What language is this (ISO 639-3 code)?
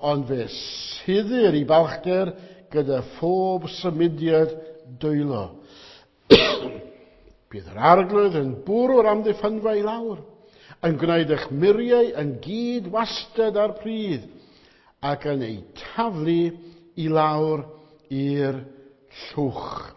cym